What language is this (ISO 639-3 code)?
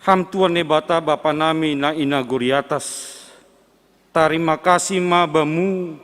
bts